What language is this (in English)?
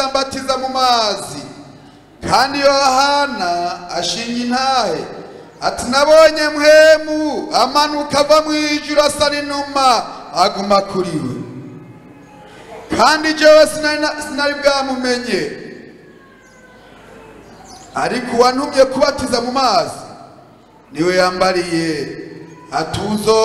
Rundi